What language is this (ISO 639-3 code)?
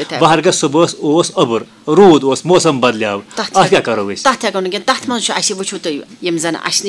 kas